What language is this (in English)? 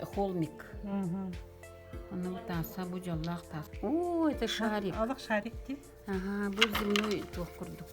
Yakut